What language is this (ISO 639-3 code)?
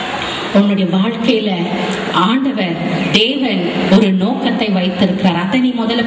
tam